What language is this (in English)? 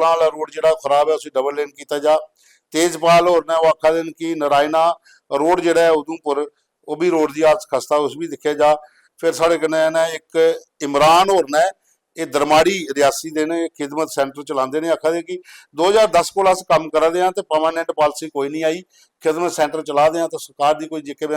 Dogri